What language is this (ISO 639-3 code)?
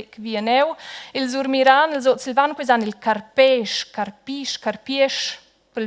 roh